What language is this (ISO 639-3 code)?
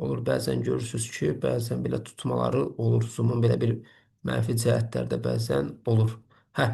aze